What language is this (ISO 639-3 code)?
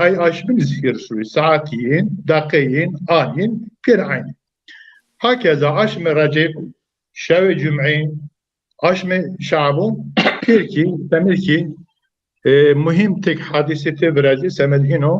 zza